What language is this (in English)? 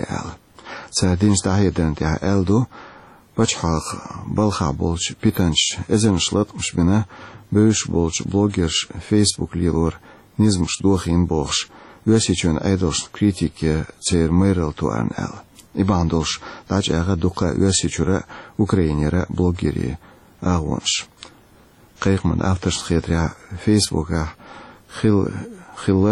Chechen